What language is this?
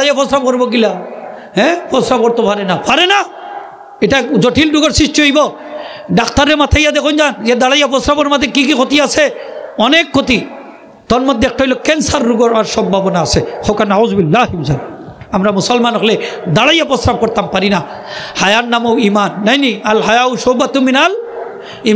Sylheti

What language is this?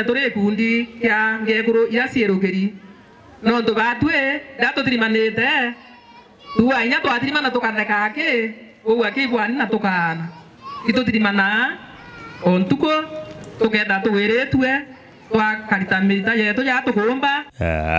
Meru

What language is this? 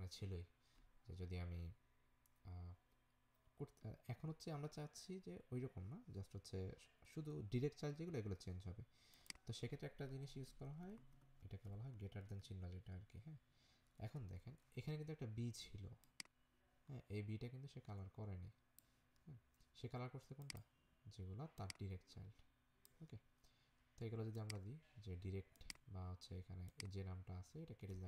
Bangla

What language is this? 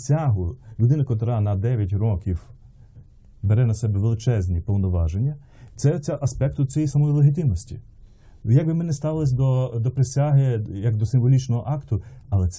Ukrainian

